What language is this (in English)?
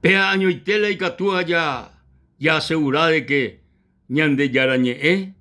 Guarani